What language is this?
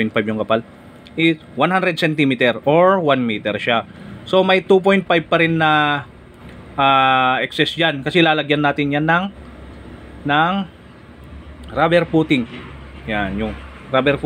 Filipino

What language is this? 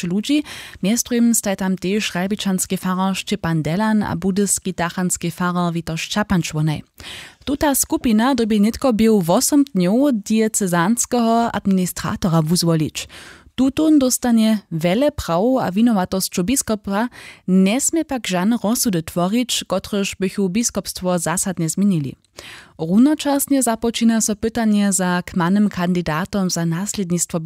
Upper Sorbian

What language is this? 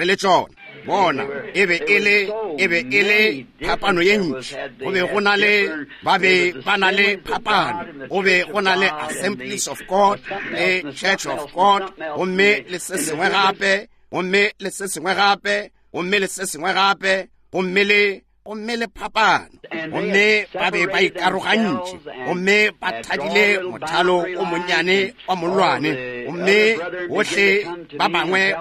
Northern Sotho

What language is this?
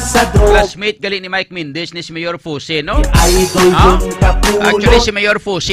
Hiligaynon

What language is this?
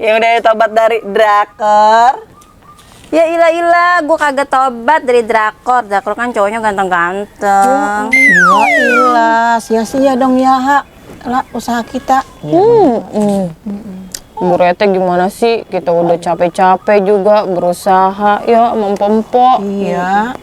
Betawi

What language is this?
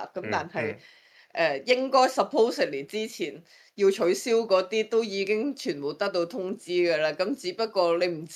Cantonese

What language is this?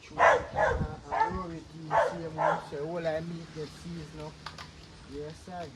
Jamaican Creole English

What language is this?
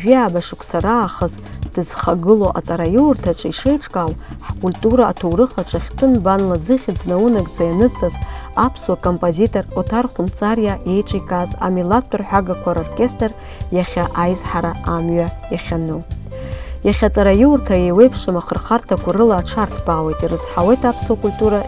Abkhazian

